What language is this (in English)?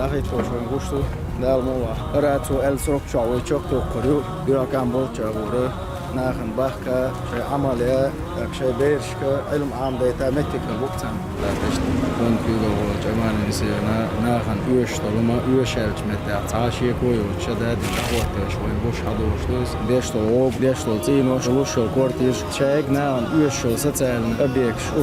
Chechen